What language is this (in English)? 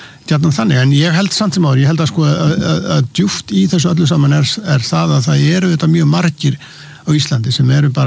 Icelandic